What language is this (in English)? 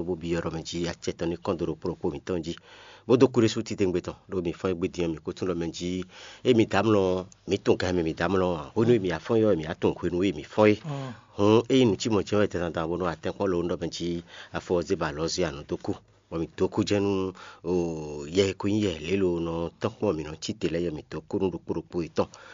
Fon